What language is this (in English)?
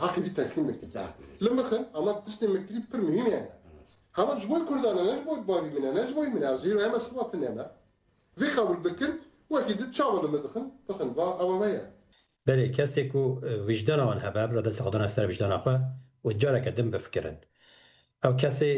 Kurdish